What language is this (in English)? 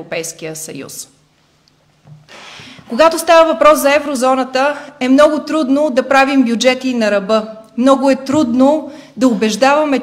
Bulgarian